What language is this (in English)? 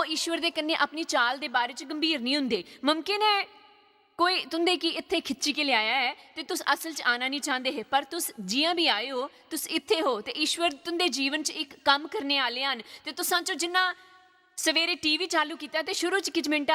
Dogri